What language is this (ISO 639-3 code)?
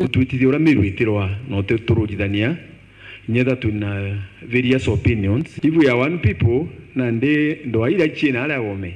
mer